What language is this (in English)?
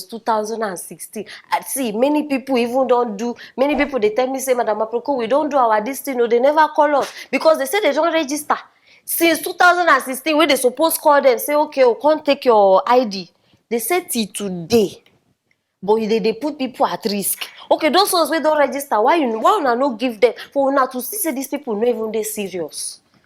Nigerian Pidgin